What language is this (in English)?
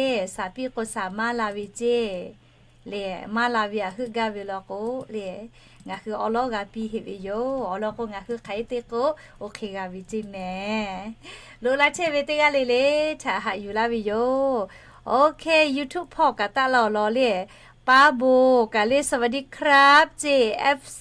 Lahu